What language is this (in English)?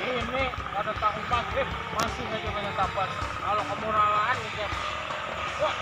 Banjar